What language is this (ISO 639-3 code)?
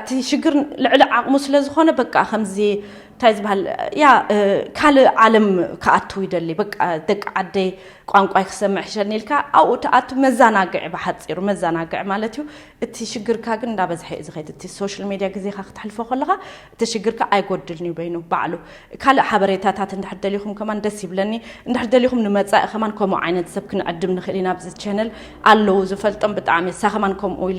tir